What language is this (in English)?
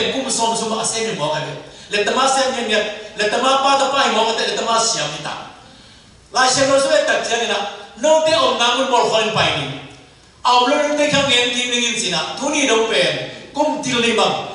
Tedim Chin